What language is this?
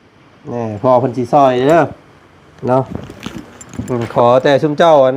Lao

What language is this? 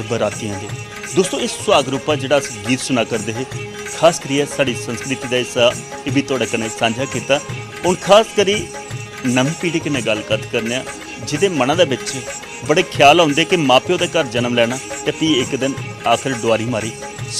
Dogri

